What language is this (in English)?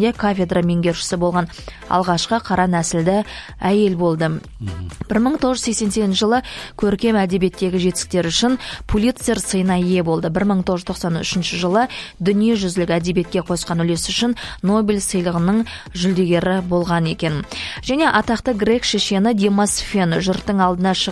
Kazakh